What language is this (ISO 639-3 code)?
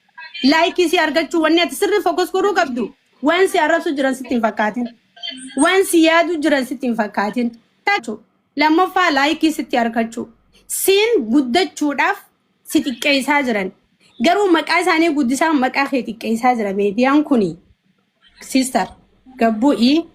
orm